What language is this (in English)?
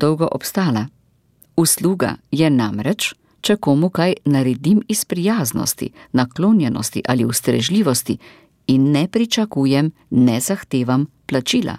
Slovenian